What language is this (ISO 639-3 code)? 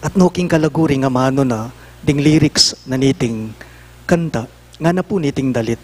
pam